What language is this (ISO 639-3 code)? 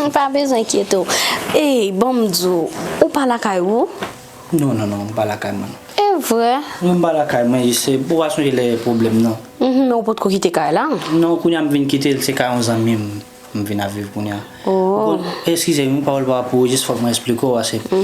hat